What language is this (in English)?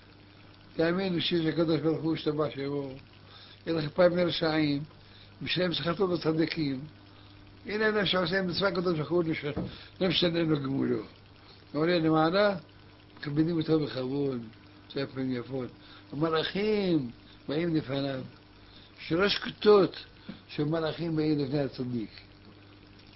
Hebrew